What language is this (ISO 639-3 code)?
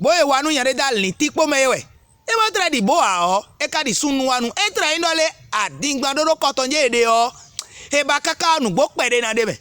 fon